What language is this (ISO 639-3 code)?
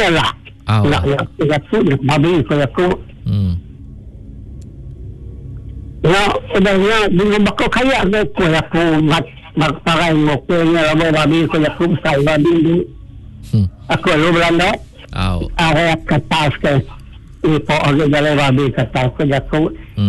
iba